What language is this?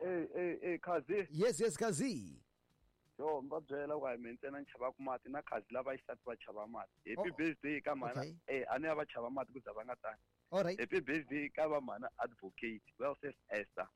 Tsonga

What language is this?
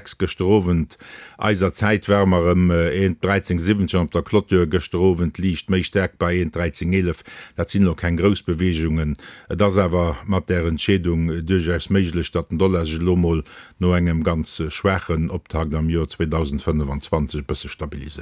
Luxembourgish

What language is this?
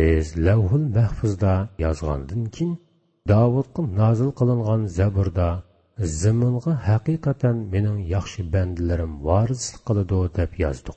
Uyghur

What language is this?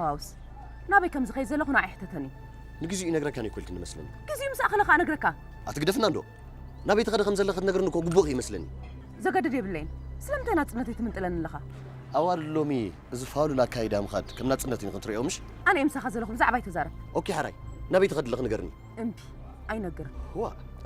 Tigrinya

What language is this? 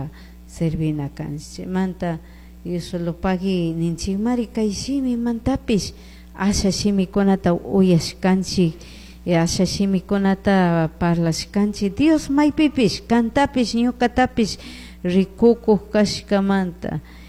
Chimborazo Highland Quichua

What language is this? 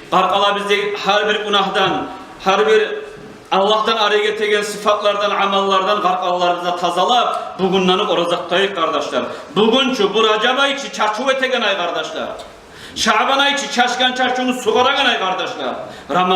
Kumyk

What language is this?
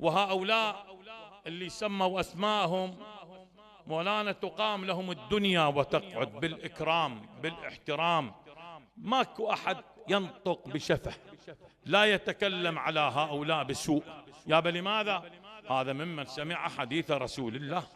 Mesopotamian Arabic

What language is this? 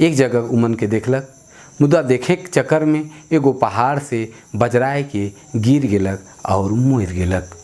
Sadri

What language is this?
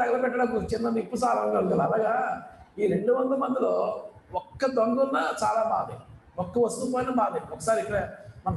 Telugu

